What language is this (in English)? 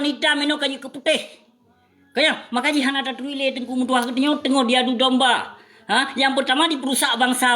Achinese